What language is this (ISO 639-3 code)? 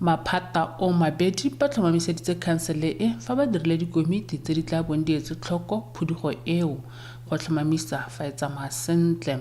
tsn